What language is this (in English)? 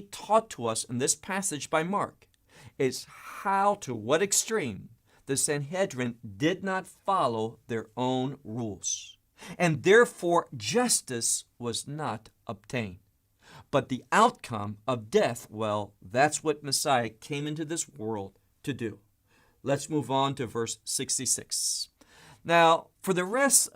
English